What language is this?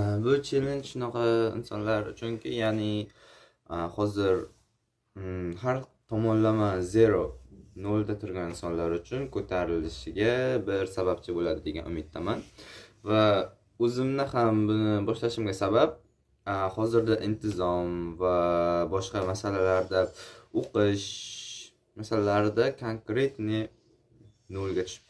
Uzbek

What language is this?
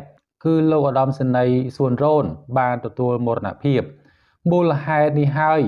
Khmer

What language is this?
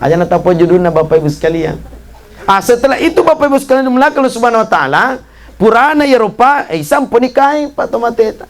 Buginese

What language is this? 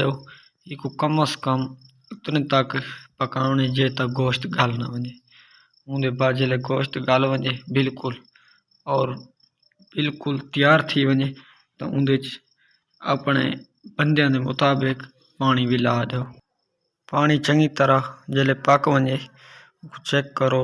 Saraiki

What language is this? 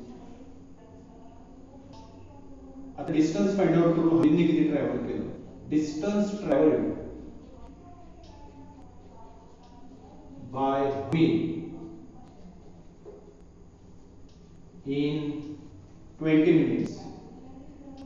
Marathi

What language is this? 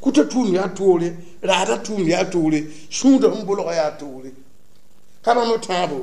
Mossi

